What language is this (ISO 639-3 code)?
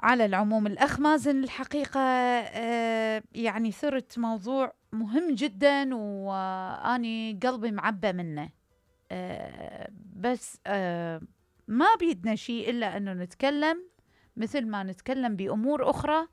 acm